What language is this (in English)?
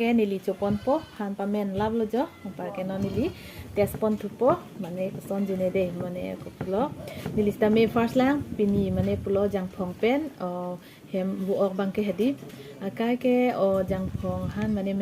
Karbi